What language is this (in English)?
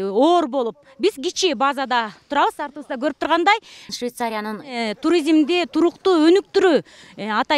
Kyrgyz